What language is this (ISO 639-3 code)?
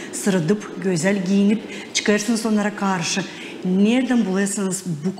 gag